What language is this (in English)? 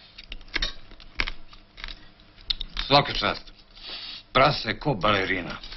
Croatian